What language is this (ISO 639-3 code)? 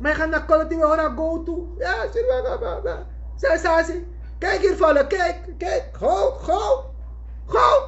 srn